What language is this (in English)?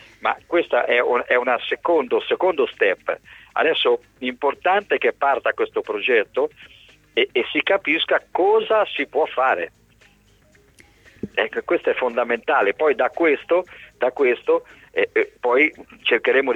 Italian